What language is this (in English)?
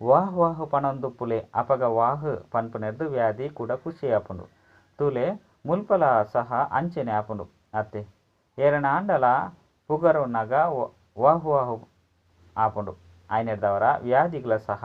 Tulu